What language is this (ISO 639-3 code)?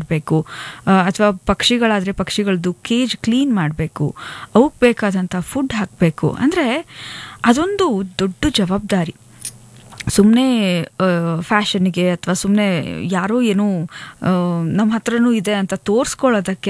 kan